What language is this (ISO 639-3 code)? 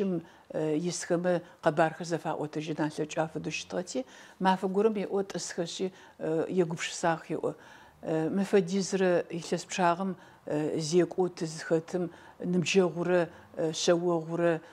ady